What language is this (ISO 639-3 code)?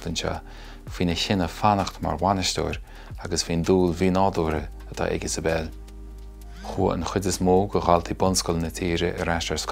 gle